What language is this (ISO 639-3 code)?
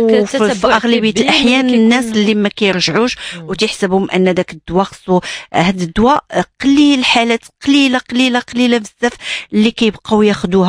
ary